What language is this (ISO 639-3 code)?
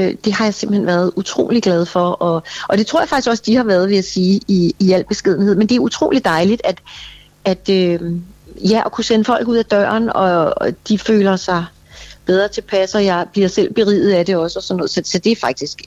dan